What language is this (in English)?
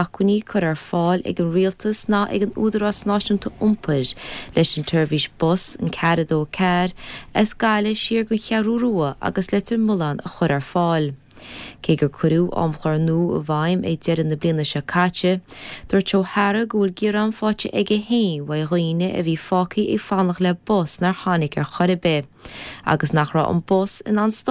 Irish